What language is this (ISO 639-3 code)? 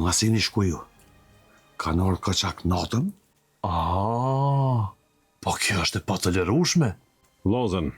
sqi